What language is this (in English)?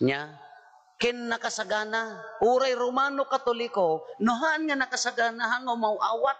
Iloko